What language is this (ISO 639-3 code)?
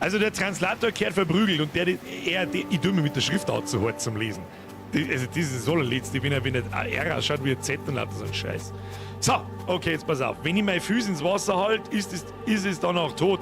bar